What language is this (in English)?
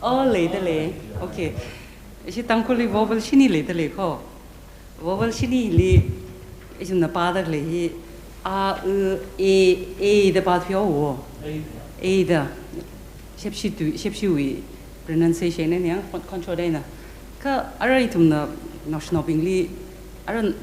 Tangkhul Naga (India)